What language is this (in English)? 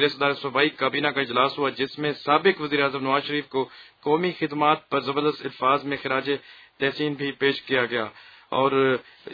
Urdu